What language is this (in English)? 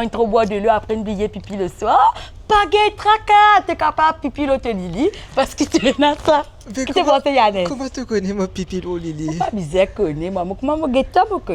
Morisyen